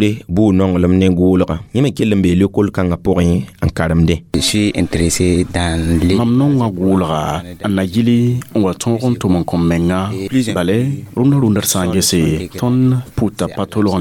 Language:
Mossi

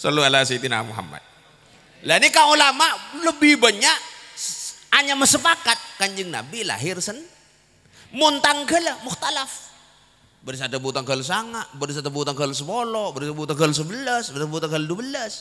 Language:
Madurese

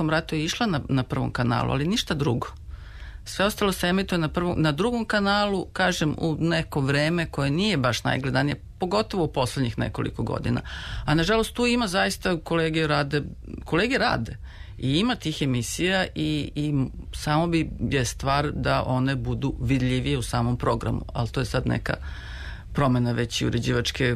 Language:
Serbian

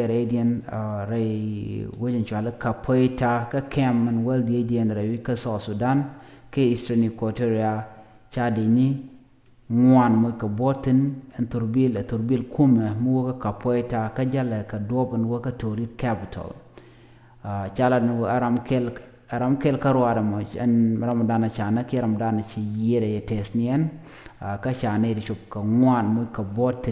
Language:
Nuer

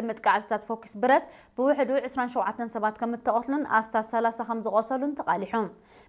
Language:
Tigrinya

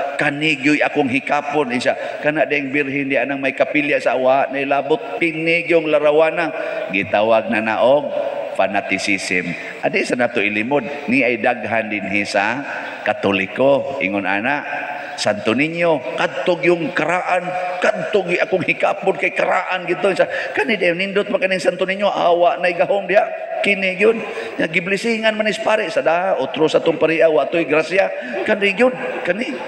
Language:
Cebuano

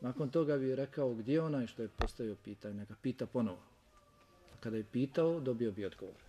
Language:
Bosnian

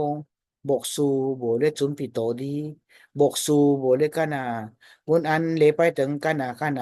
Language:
Min Nan Chinese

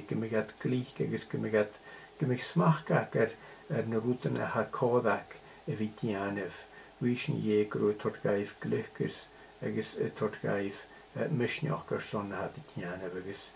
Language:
Scottish Gaelic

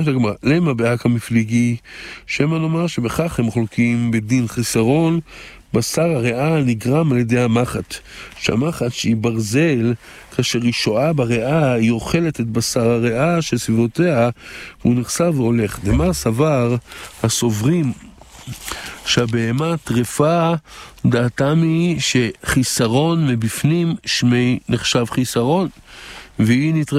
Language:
Hebrew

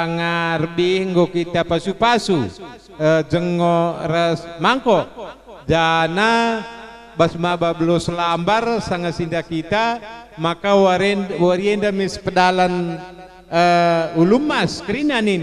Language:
Batak Karo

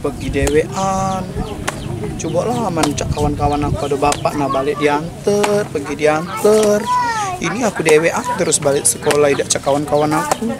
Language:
Musi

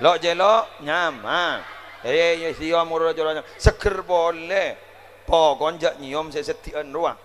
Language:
Madurese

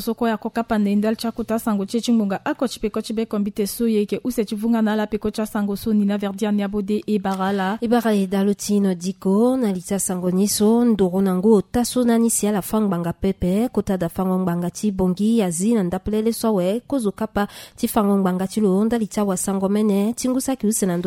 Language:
Sango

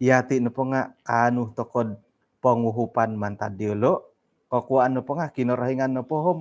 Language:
Central Dusun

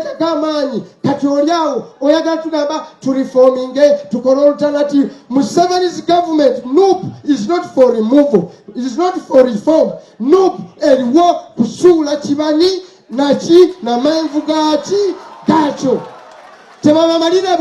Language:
Ganda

